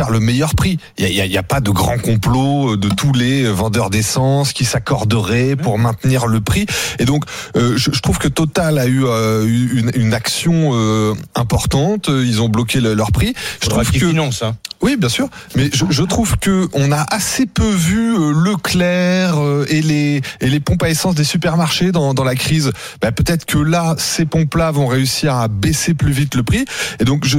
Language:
French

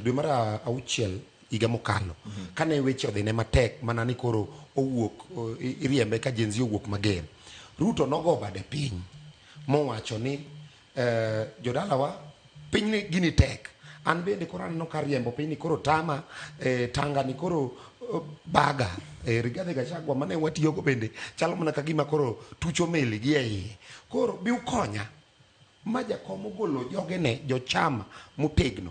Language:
Luo (Kenya and Tanzania)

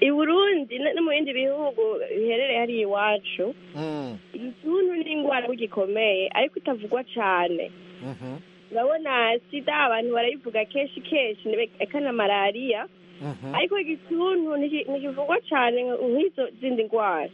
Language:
Rundi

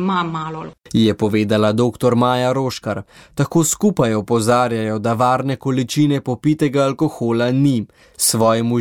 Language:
Slovenian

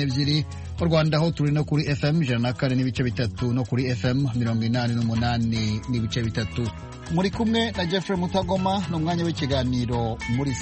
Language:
Kinyarwanda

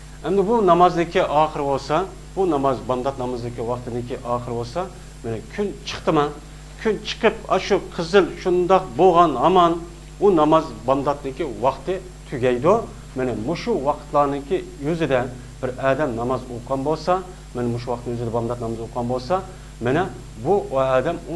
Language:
Uyghur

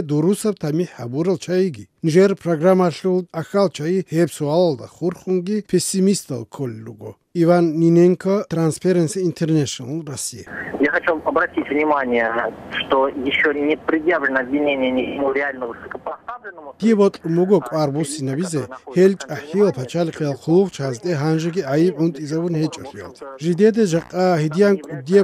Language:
Avaric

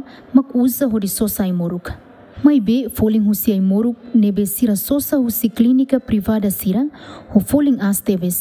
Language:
Tetum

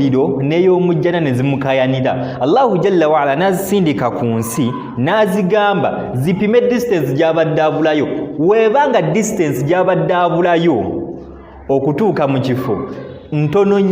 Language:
Ganda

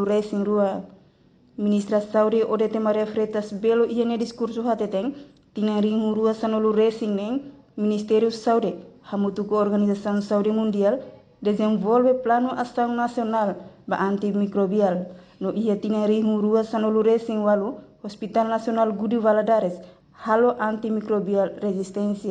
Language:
Tetum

